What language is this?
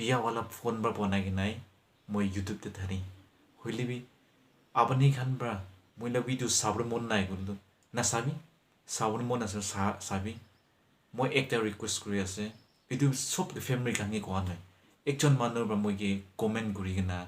Naga Pidgin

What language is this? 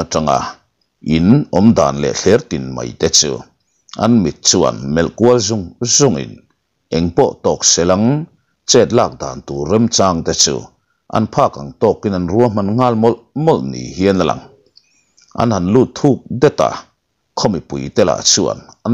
Mizo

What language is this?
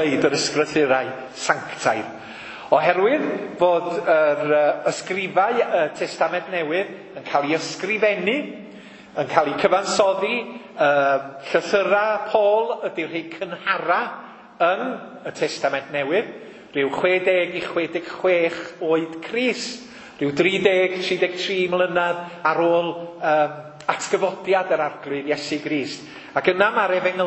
Welsh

